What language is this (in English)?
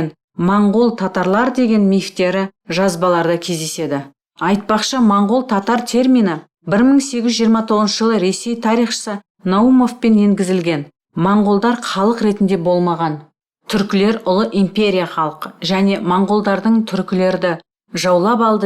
Kazakh